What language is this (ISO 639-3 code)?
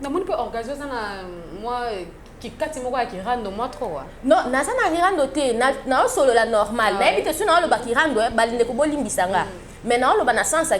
lin